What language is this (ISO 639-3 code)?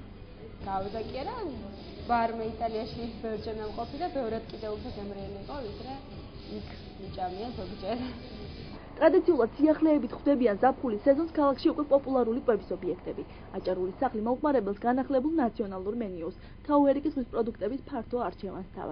kat